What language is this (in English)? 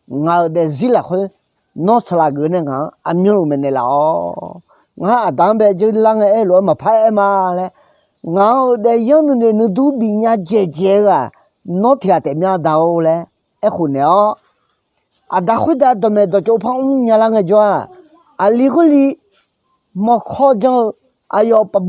Akha